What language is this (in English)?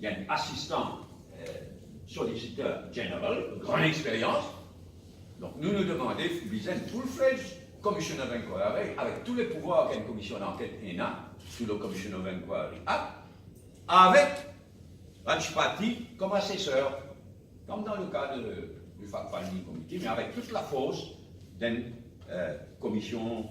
Morisyen